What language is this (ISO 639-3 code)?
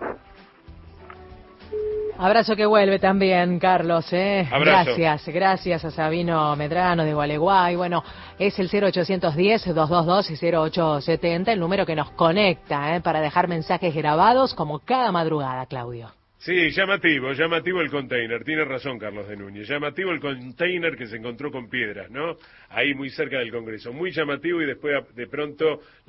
spa